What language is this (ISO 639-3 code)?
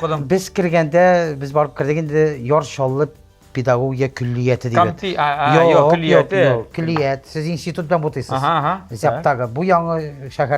tat